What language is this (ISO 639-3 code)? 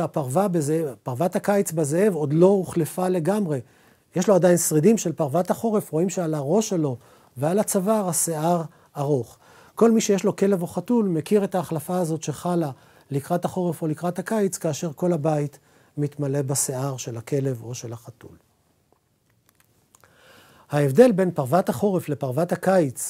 heb